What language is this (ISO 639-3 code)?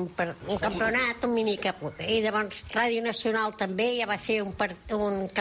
cat